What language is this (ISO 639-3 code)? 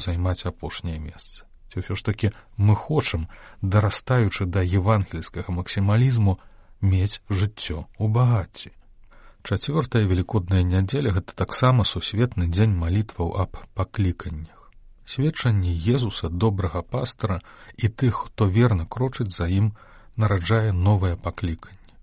bel